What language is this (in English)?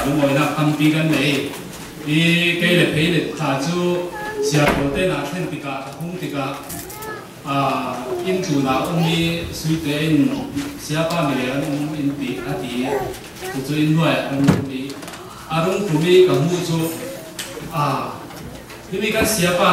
Falam Chin